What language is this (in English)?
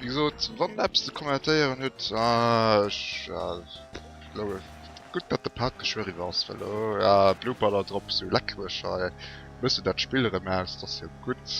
Luxembourgish